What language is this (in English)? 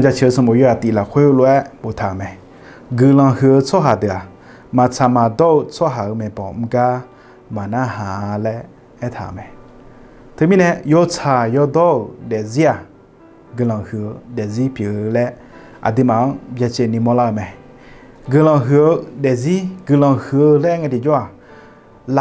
Akha